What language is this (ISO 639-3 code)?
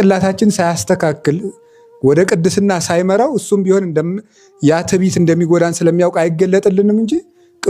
amh